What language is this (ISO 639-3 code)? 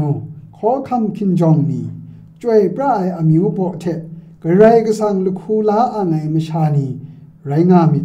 kac